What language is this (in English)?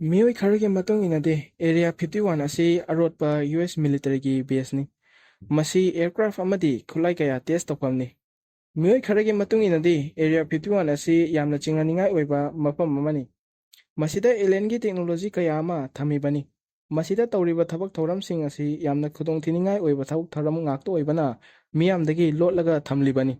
Manipuri